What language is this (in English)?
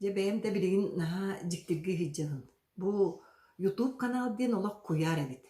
Yakut